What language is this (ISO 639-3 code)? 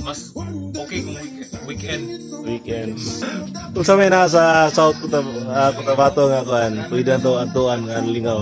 ceb